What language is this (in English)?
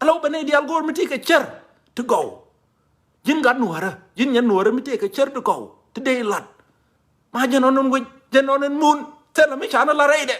Nuer